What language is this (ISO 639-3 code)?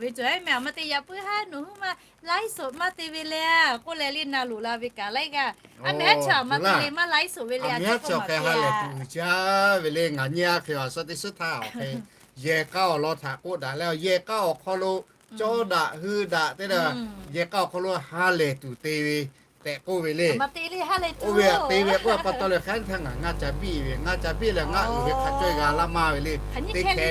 lhu